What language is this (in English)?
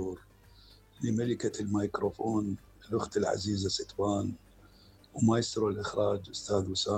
Mesopotamian Arabic